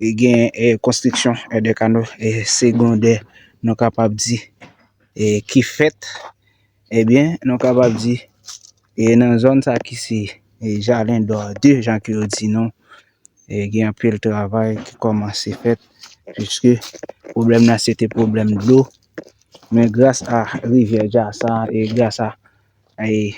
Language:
Haitian Creole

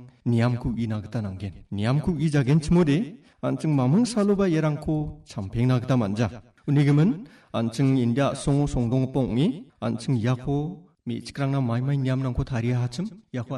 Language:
Garo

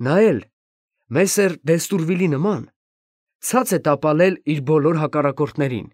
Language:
Armenian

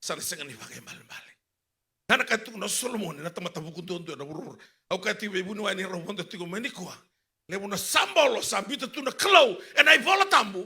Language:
Fijian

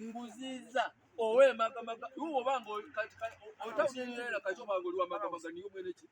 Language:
Ganda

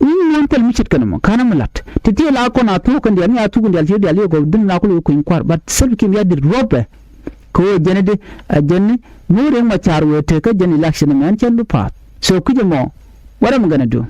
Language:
Nuer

